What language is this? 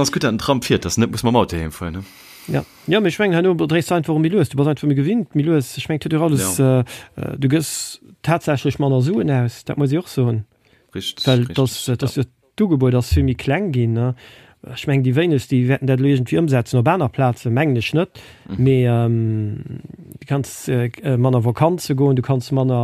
Luxembourgish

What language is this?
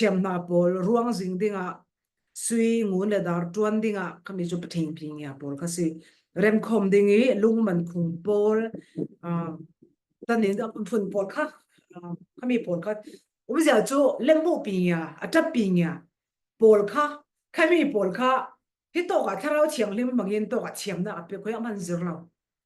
Falam Chin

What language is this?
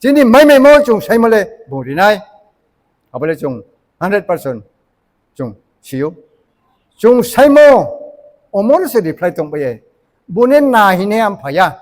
Riang (India)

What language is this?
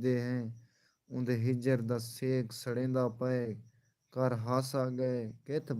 Saraiki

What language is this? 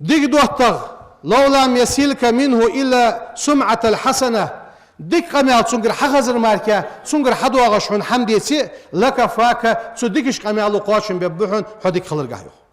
Ingush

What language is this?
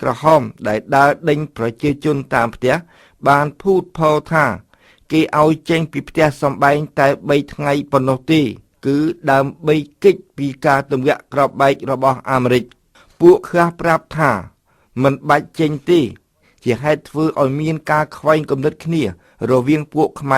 Khmer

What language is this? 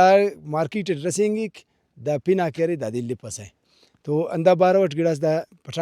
Brahui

